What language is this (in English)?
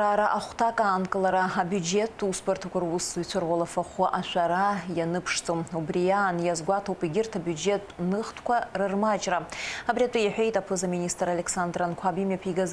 Abkhazian